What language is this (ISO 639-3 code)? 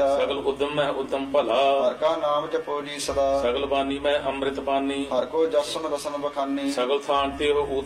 pan